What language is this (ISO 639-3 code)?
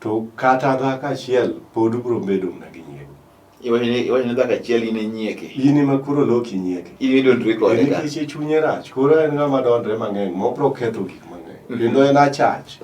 luo